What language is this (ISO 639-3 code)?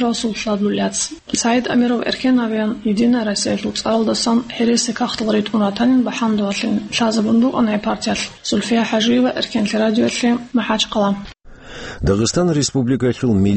ava